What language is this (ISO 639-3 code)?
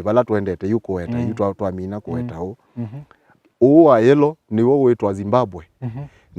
kam